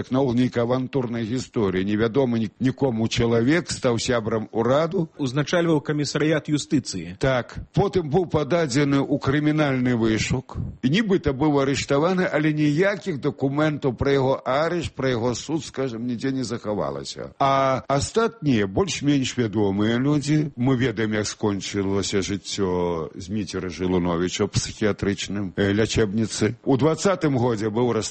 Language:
Belarusian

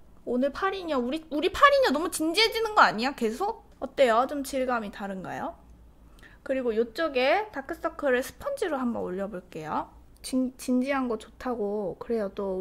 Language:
Korean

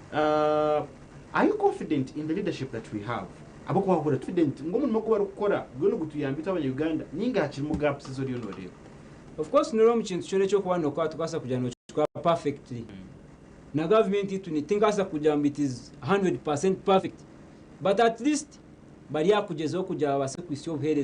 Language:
Nyankole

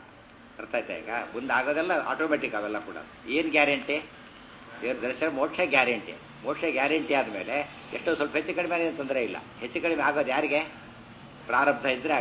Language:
Kannada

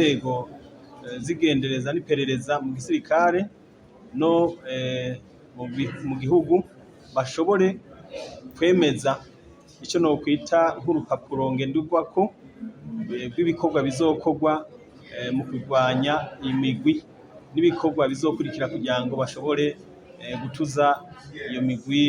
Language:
Rundi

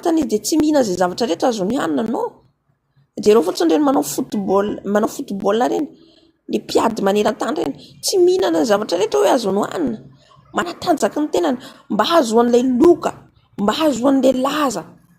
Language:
Malagasy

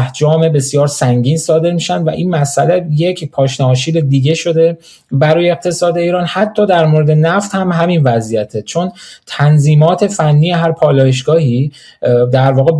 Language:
Persian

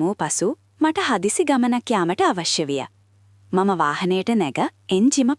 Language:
Sinhala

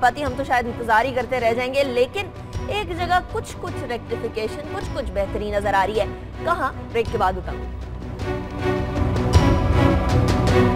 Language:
Urdu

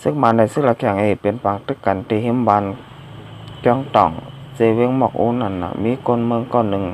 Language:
Shan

